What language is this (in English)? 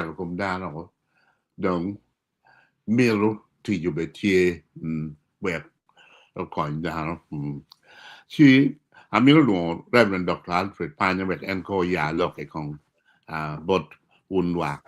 Acoli